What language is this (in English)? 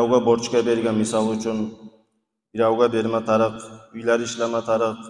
Kumyk